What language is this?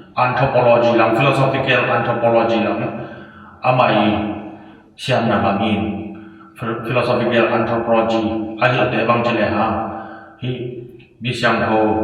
Tedim Chin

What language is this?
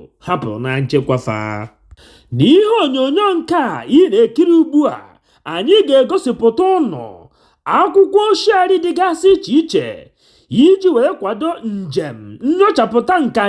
Igbo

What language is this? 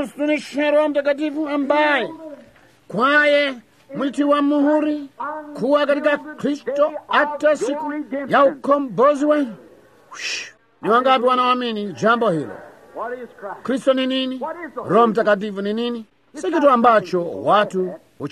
Swahili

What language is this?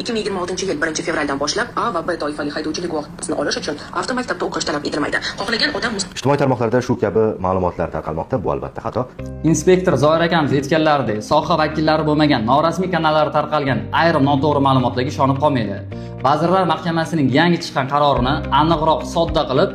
Uzbek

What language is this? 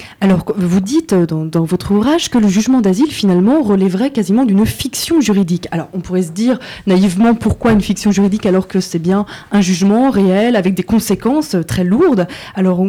French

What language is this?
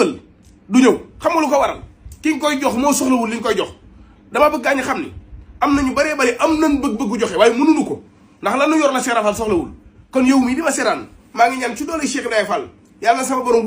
Wolof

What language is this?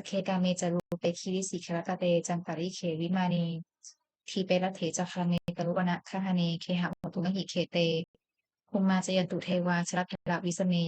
Pali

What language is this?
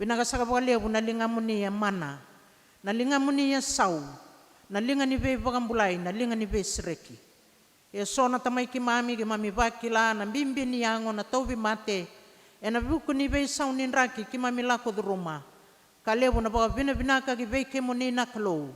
Fijian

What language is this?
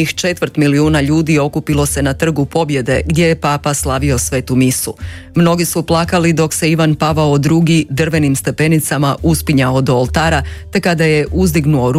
Croatian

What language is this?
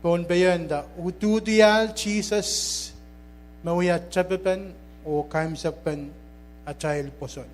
Pohnpeian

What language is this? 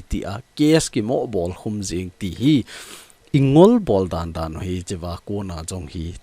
Thado Chin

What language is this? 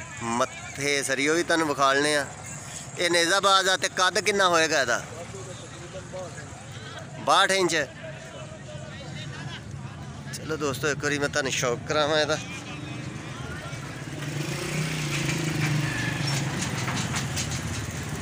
Punjabi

